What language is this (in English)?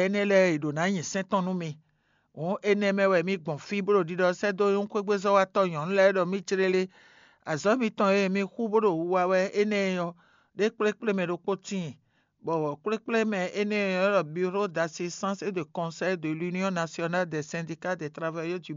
Fon